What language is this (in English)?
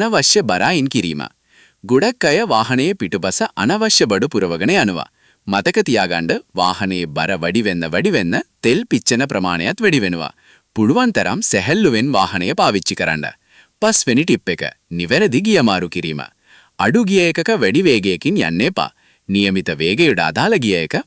Sinhala